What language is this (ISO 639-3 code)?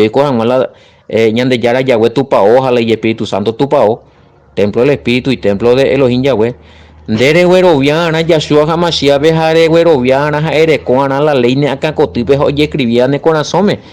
grn